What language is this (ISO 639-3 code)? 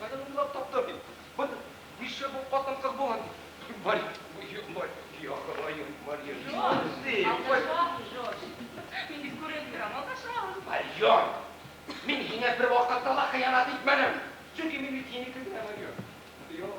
bak